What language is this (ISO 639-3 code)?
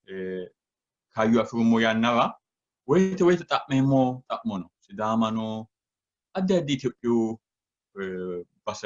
sid